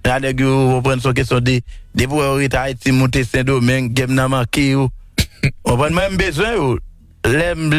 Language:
Haitian Creole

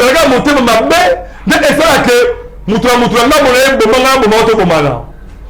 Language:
Lingala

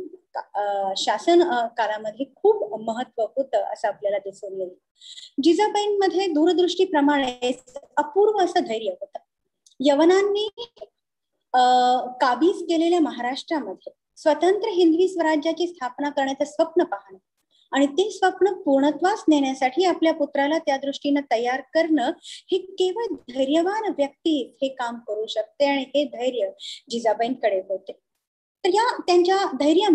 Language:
Marathi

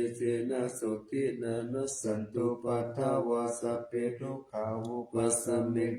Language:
Pali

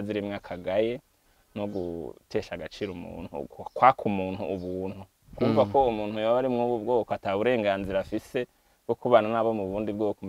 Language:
Rundi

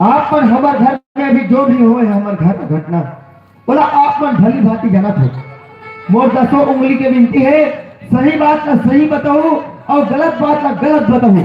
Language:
Chhattisgarhi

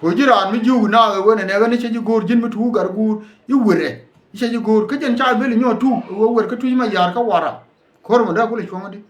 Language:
Nuer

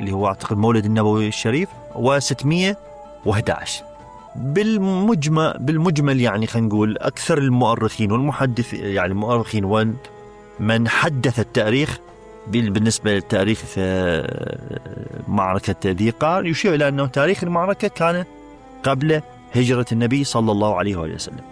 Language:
Mesopotamian Arabic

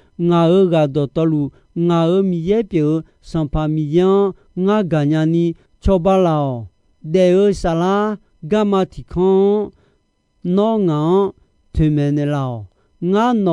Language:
Akha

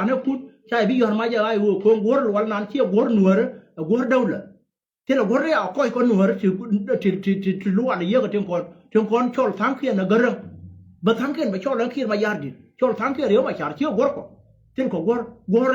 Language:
Nuer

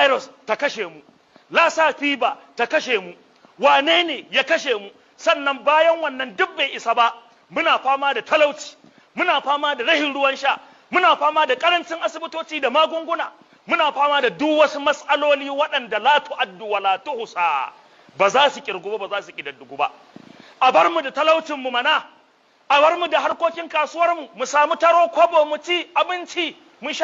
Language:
Hausa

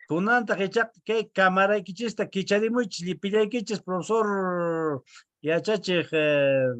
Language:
Quechua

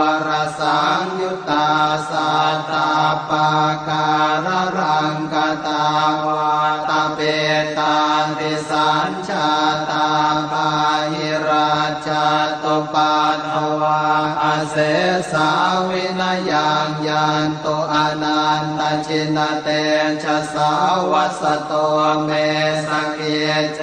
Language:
Pali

